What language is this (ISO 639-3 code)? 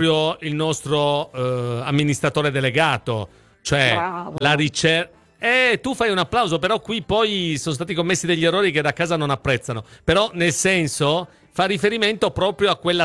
ita